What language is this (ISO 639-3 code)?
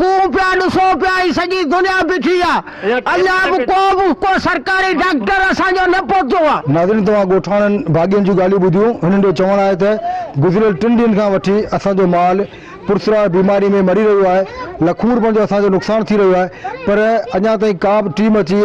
snd